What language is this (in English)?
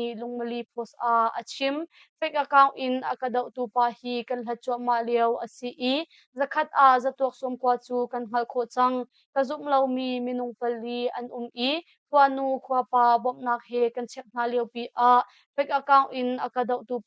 Hakha Chin